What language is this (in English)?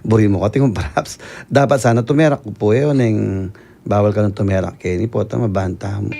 Pampanga